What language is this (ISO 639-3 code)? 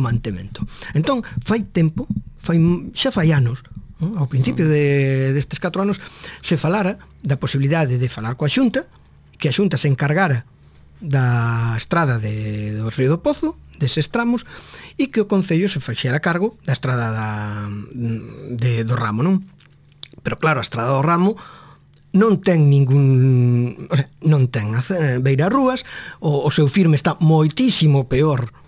glg